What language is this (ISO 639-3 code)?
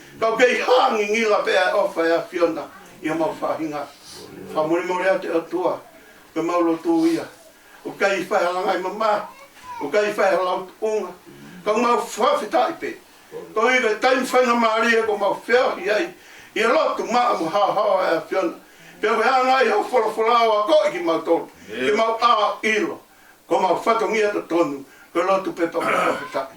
ton